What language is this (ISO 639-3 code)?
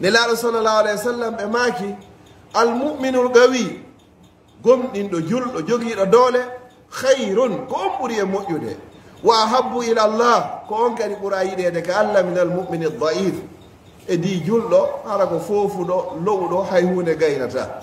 ful